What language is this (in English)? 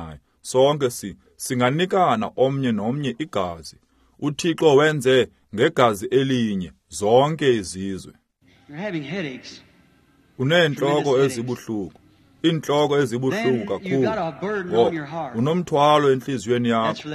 Xhosa